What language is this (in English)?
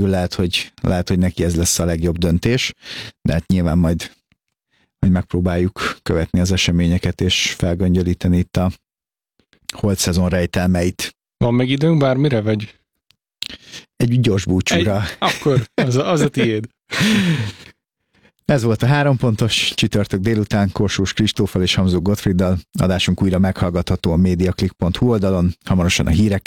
Hungarian